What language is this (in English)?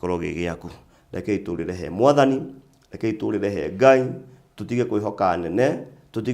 Kikuyu